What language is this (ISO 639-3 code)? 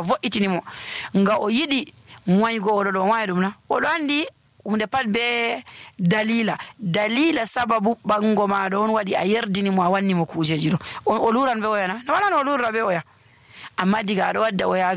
fuv